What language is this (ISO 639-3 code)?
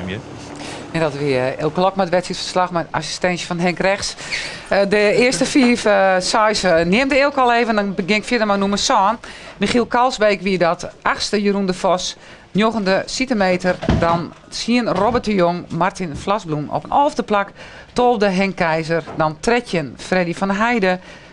fry